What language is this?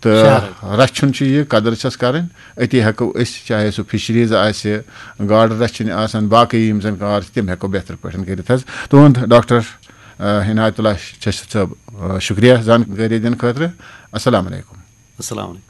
Kashmiri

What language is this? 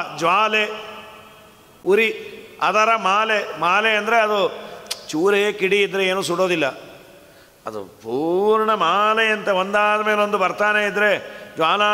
Kannada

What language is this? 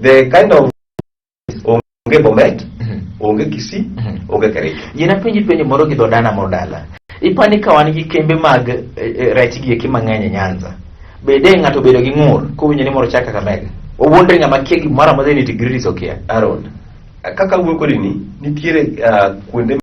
Luo (Kenya and Tanzania)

